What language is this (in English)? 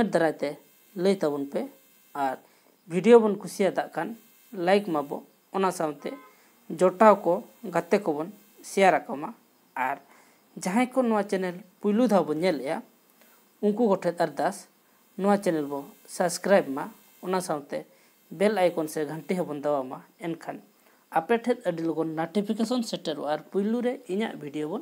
Santali